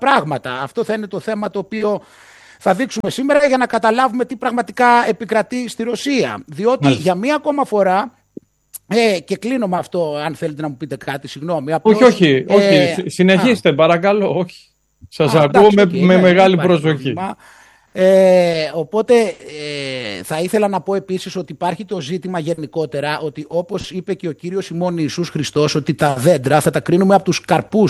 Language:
Greek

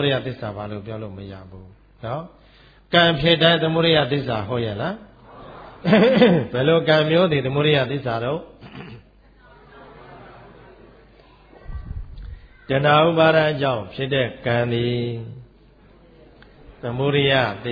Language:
Burmese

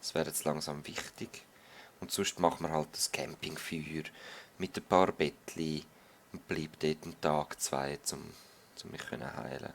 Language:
Swiss German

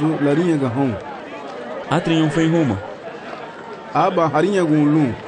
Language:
Garifuna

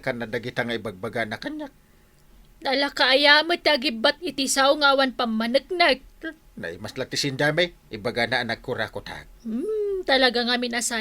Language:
Iloko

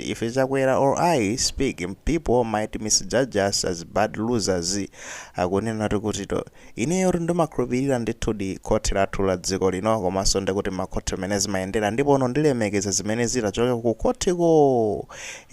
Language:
Nyanja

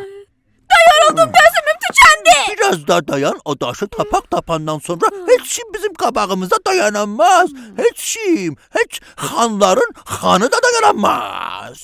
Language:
South Azerbaijani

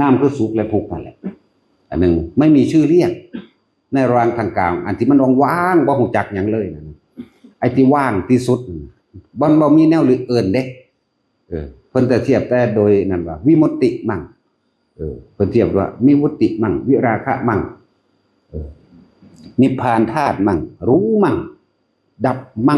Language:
Northeastern Thai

